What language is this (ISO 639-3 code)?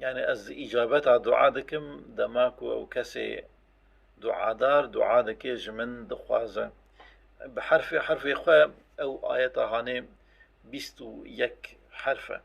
kur